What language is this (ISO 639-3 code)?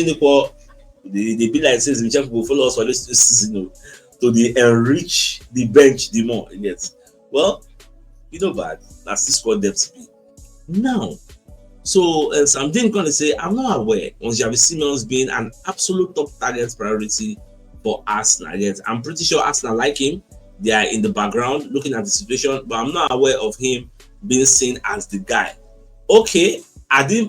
pcm